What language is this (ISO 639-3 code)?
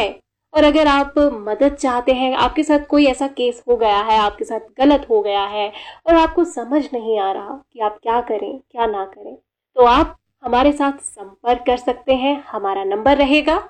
hin